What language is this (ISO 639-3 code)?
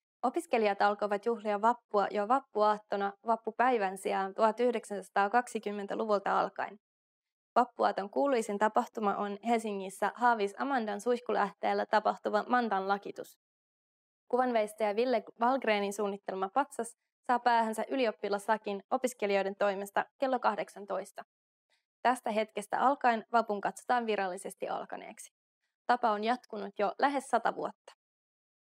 fin